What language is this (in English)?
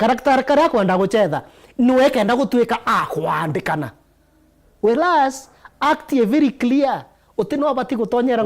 Meru